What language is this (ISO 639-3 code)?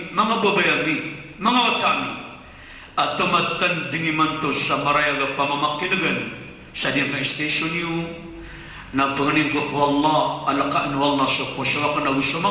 mrw